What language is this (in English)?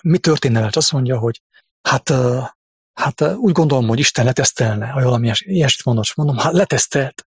Hungarian